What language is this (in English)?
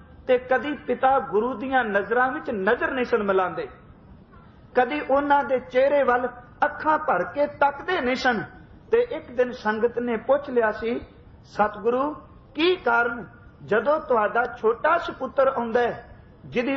Punjabi